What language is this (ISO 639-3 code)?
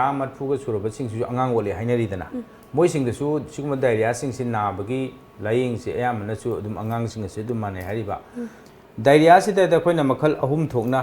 mni